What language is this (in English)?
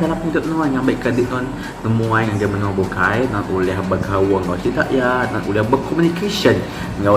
Iban